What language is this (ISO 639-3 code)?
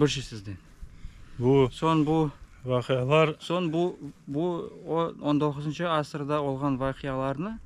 crh